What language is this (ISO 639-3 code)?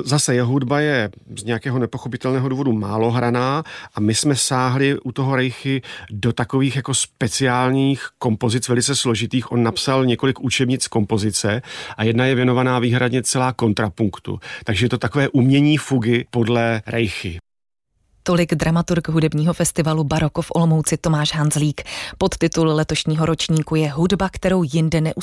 ces